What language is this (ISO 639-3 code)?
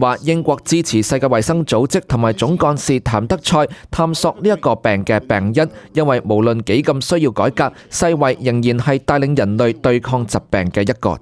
yue